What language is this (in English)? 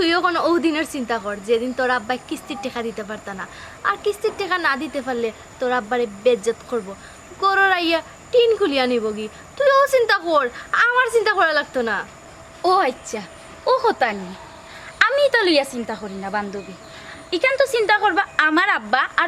Sylheti